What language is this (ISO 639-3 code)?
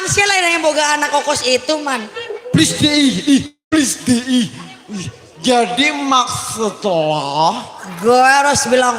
bew